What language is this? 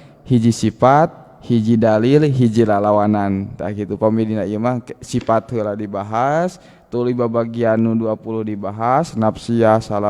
Sundanese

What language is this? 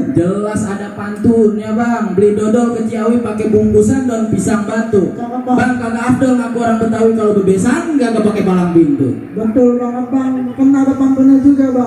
Betawi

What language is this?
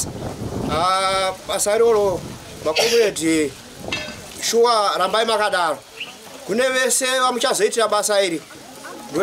Shona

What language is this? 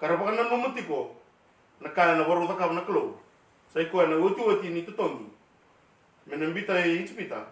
Fijian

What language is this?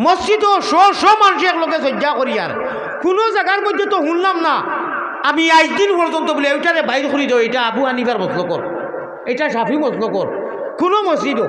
Sylheti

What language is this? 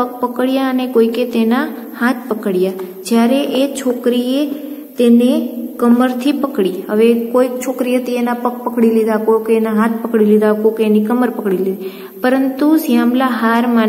Gujarati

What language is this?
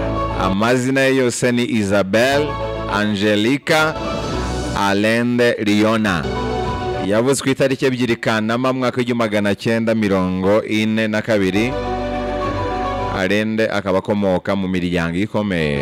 Kinyarwanda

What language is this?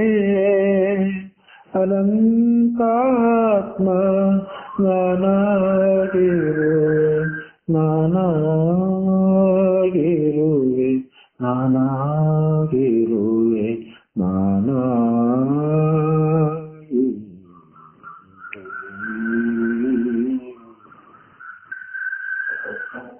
Kannada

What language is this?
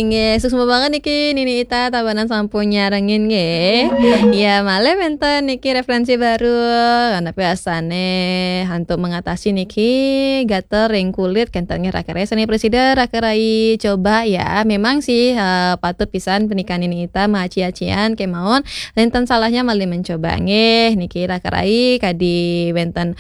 Balinese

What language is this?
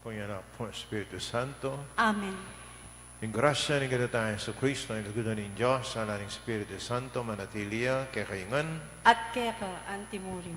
Pampanga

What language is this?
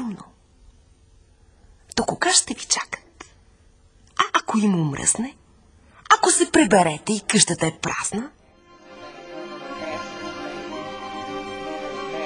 Bulgarian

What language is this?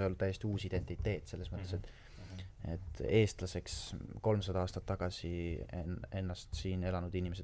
Estonian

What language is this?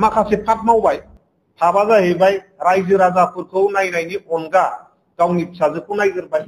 Bodo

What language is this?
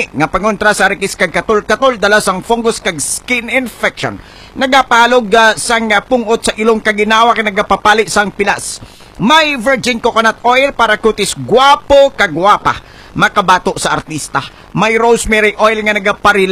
Hiligaynon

